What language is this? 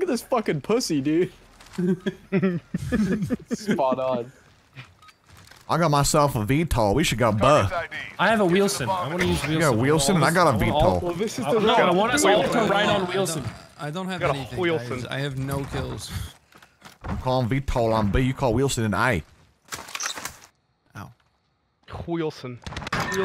English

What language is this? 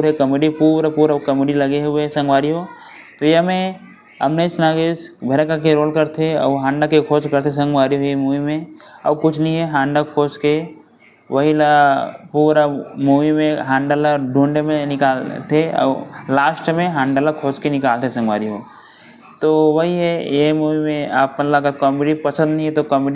Chhattisgarhi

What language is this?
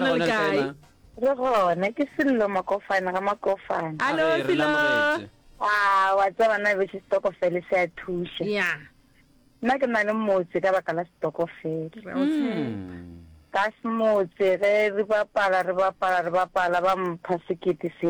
Northern Sotho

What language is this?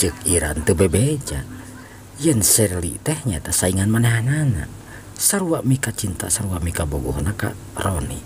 Sundanese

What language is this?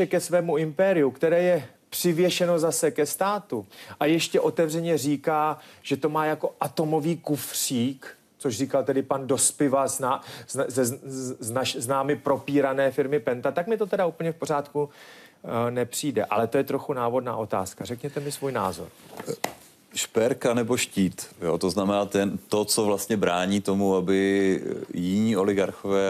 Czech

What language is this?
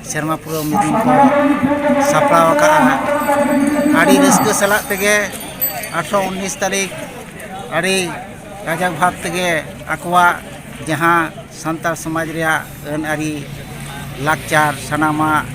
Santali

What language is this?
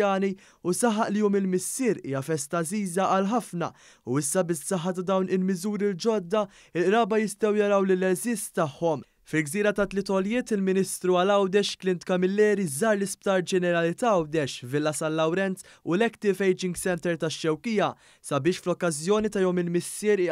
Maltese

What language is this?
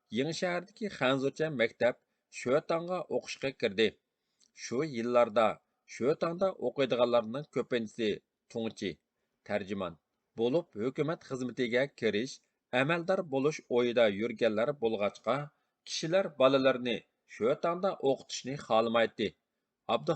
Uyghur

